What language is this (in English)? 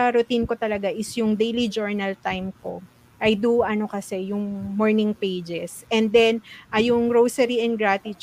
Filipino